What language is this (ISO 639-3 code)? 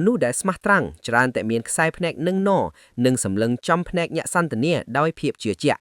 khm